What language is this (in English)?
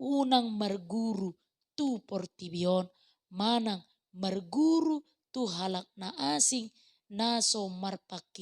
Batak Toba